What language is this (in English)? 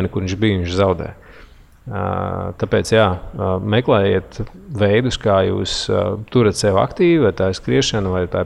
Latvian